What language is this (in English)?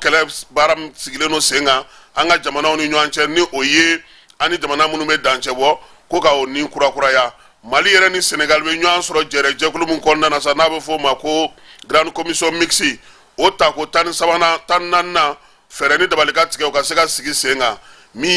Bambara